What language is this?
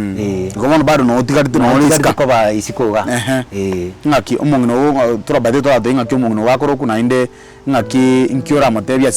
Gusii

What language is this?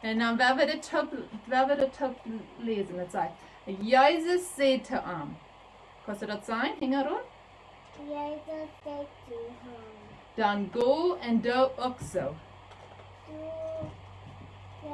Plautdietsch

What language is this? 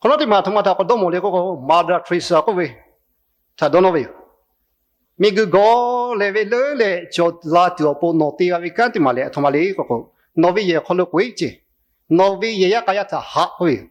Lahu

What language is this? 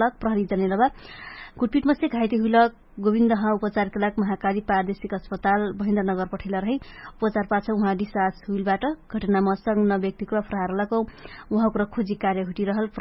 Dangaura Tharu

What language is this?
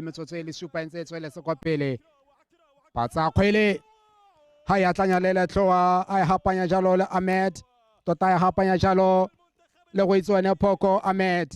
Tswana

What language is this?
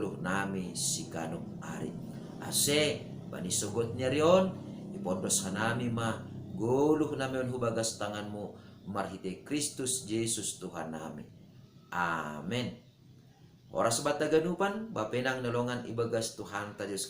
Batak Simalungun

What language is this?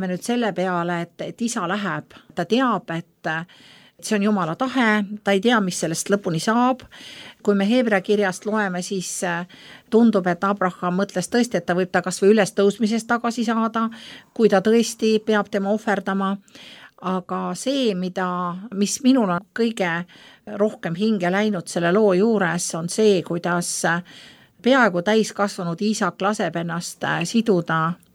Estonian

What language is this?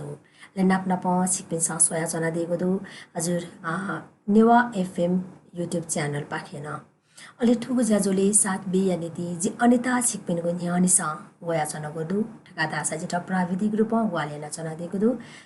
Newari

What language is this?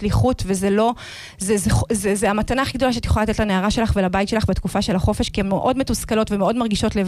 Hebrew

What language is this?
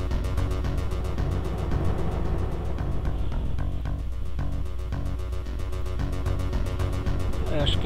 Portuguese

